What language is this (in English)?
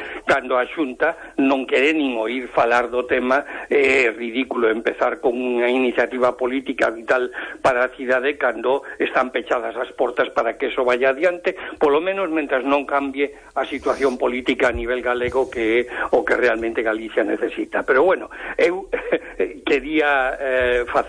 Galician